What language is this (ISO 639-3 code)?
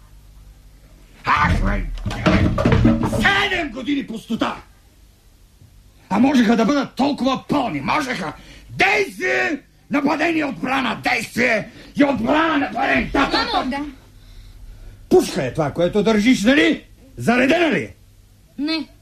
bul